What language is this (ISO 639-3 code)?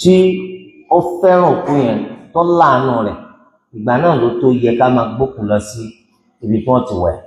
yor